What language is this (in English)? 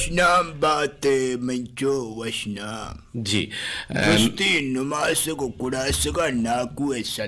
Eastern Balochi